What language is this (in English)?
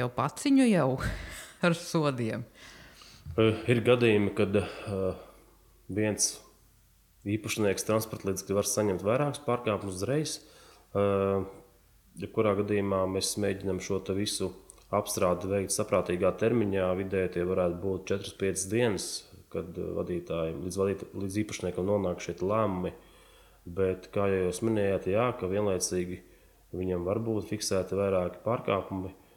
Latvian